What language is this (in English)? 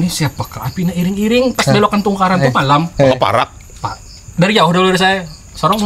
Banjar